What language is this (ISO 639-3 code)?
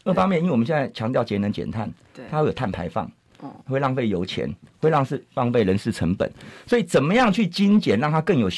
zho